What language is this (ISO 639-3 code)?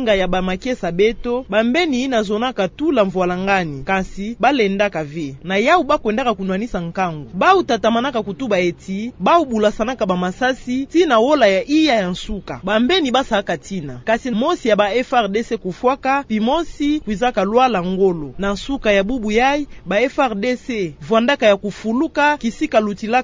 ktu